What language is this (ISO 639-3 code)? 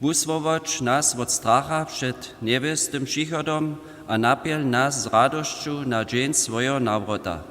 hsb